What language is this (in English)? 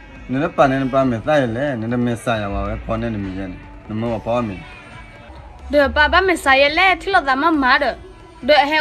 S'gaw Karen